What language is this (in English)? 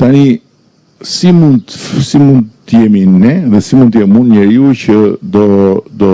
Albanian